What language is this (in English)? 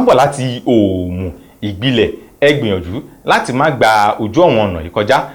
Yoruba